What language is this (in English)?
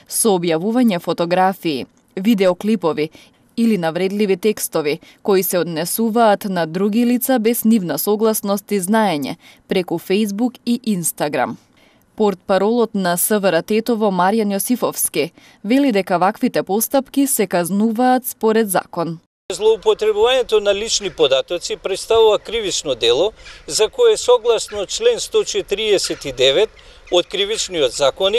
Macedonian